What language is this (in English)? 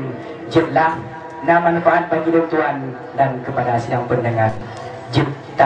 Achinese